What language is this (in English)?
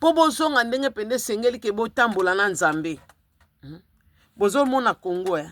Lingala